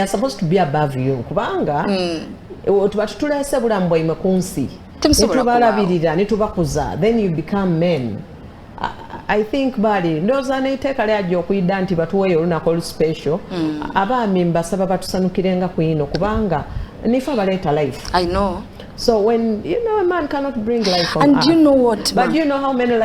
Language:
Soga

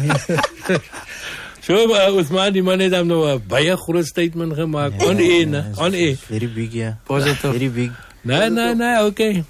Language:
Afrikaans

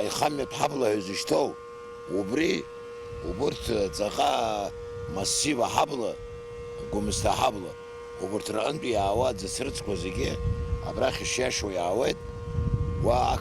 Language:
Abkhazian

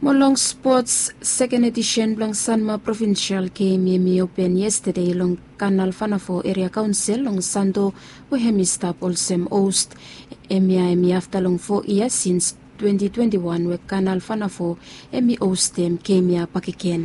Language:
Bislama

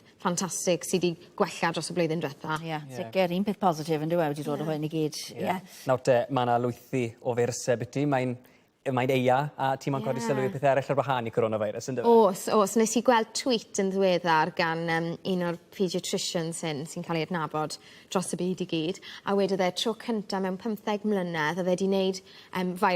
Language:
Welsh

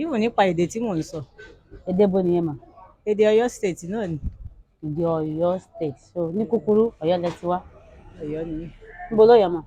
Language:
Yoruba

